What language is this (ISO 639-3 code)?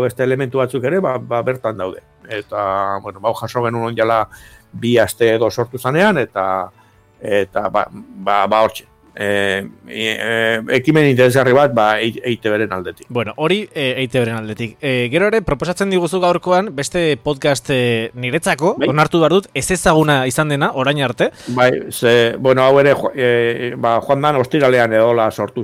eus